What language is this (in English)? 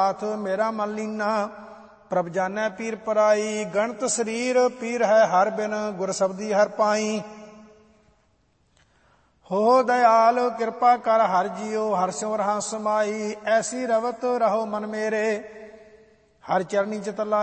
Punjabi